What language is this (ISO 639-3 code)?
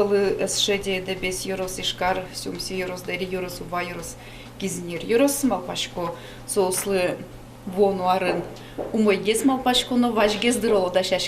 udm